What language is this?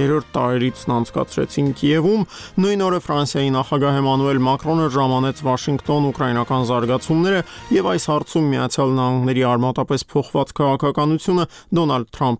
Armenian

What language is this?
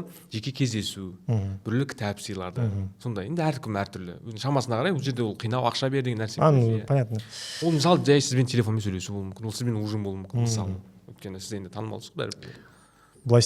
Kazakh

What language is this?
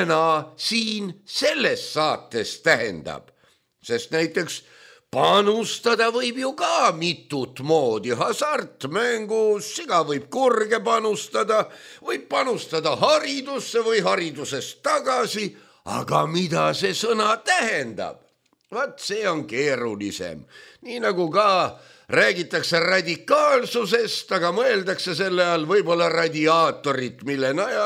Estonian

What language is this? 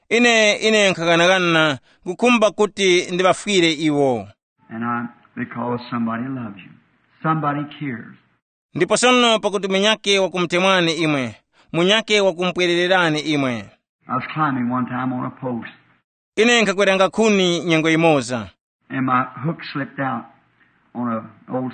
Tumbuka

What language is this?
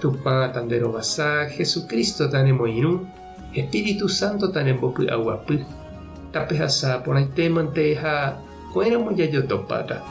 Guarani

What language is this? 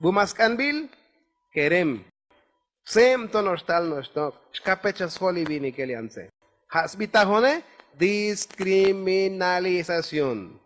Tzotzil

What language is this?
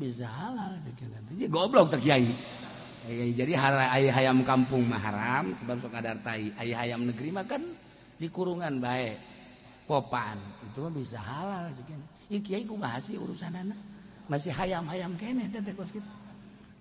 Sundanese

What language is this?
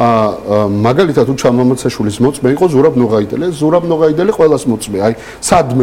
Georgian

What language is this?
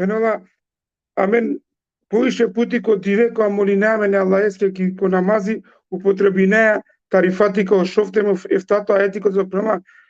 Balkan Romani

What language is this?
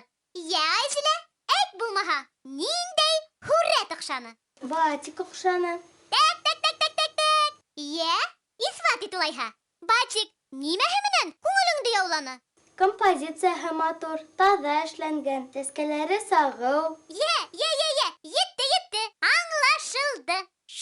Bashkir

